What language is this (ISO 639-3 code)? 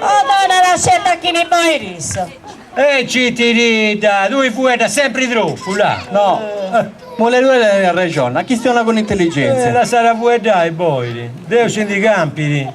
srd